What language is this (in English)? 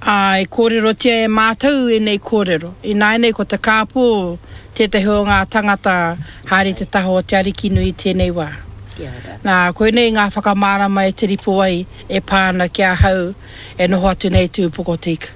Māori